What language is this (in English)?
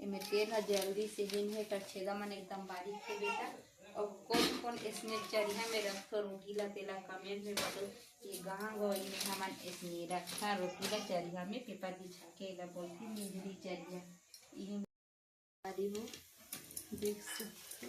Chhattisgarhi